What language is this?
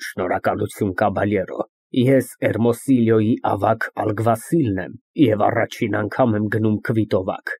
Armenian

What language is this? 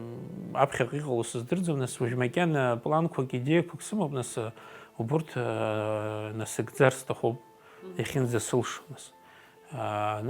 Abkhazian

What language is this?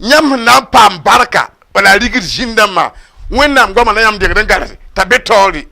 Mossi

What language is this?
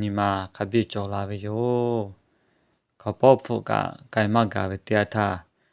Lahu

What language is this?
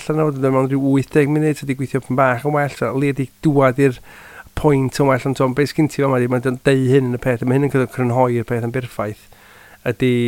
Welsh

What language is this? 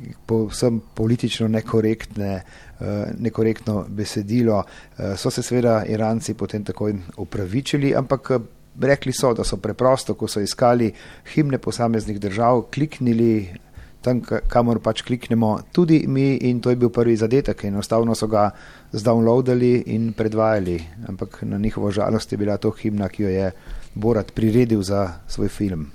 Slovenian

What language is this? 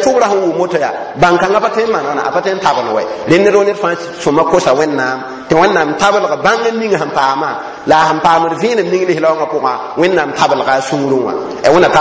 Mossi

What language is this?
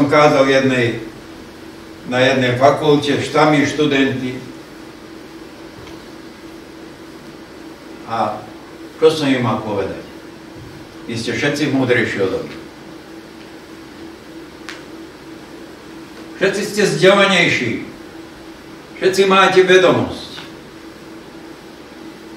Slovak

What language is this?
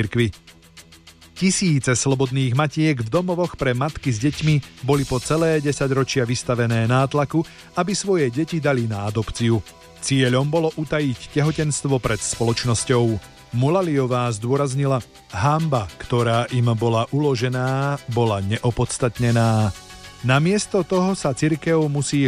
Slovak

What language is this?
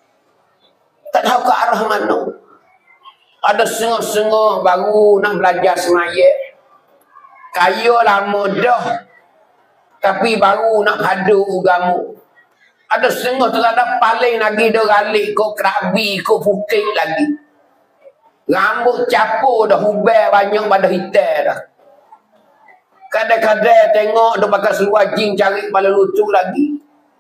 Pattani Malay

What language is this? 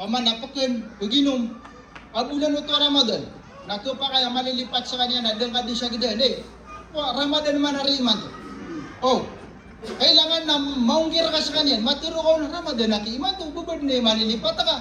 Maranao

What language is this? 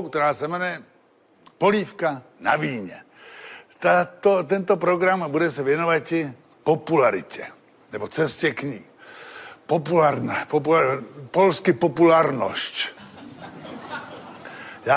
Czech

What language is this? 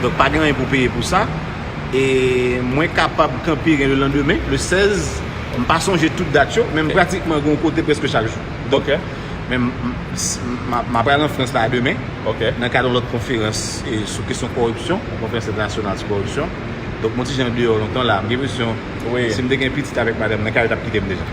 Haitian Creole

